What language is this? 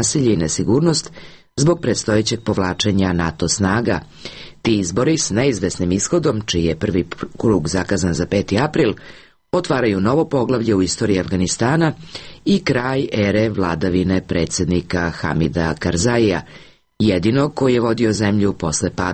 Serbian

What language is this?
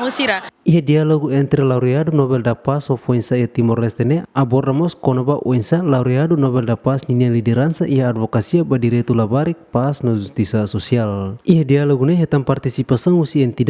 Tetum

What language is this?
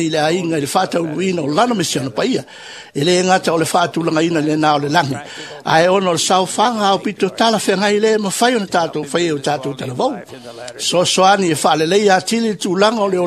Samoan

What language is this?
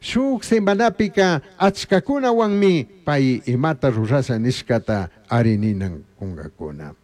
Chimborazo Highland Quichua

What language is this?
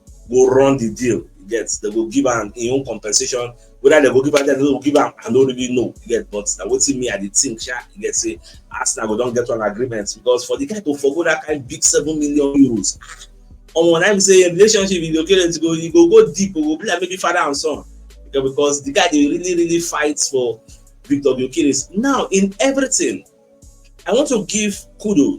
Nigerian Pidgin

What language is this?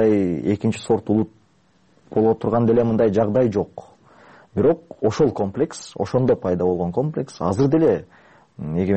Kyrgyz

